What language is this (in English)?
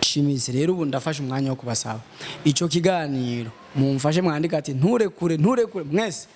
Rundi